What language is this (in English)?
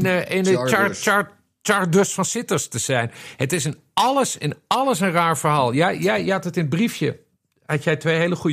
Dutch